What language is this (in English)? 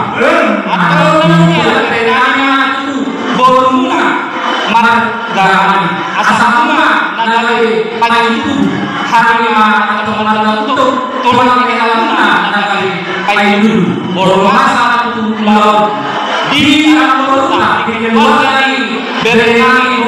Batak Toba